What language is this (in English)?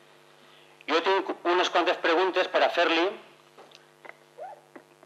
Catalan